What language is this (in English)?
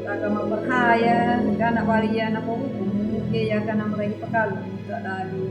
Anakalangu